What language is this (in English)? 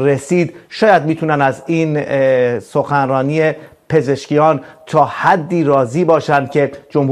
Persian